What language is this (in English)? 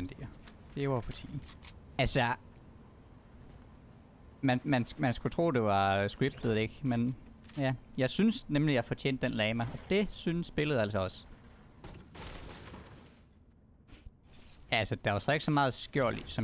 Danish